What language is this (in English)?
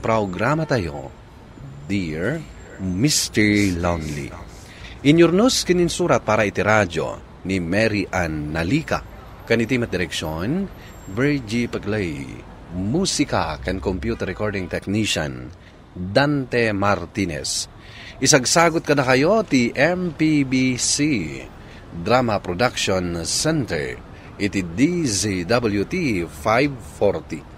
Iloko